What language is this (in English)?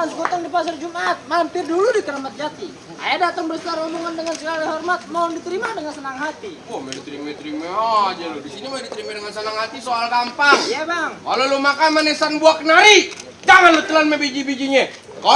Betawi